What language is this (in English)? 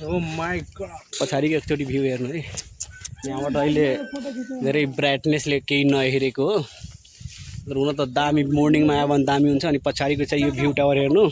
Nepali